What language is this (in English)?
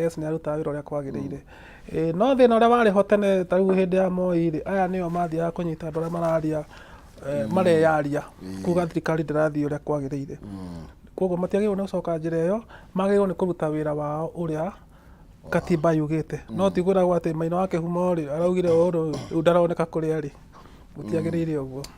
Kikuyu